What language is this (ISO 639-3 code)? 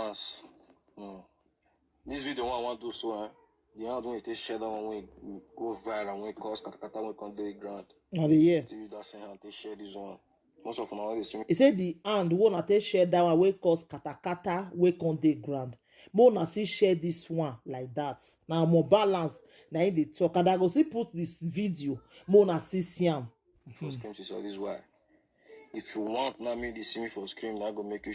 pcm